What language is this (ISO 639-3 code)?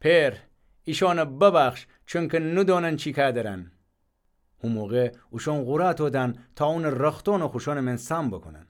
glk